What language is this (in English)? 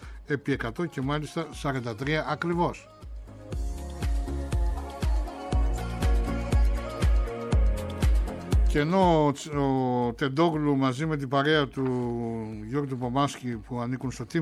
Greek